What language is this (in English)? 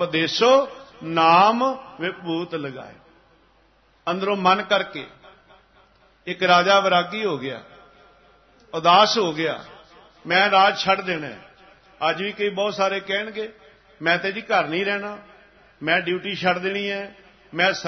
Punjabi